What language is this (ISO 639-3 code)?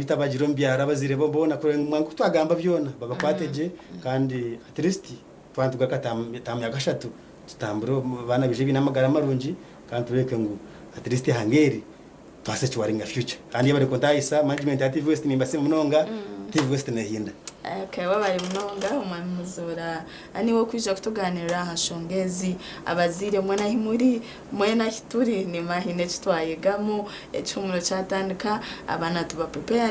nyn